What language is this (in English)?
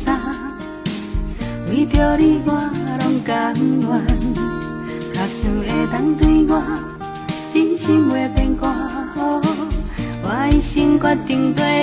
Min Nan Chinese